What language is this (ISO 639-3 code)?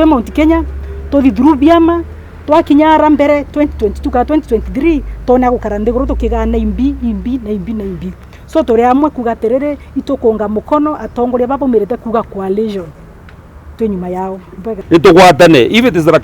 mer